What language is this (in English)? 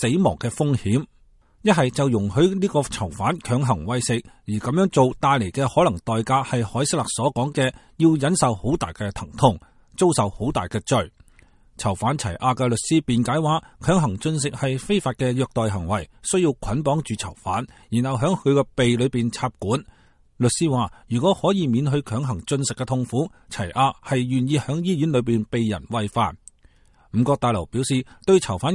Cantonese